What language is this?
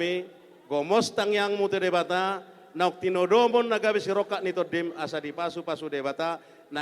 Batak Toba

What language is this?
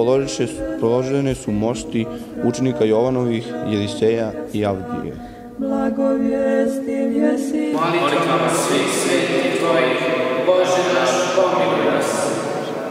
Serbian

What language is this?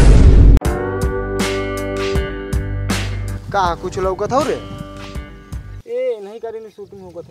Bhojpuri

